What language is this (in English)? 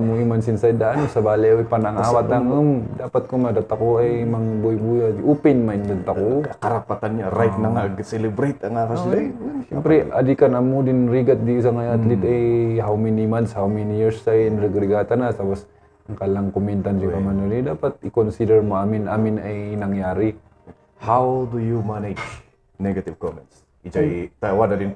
Kankanaey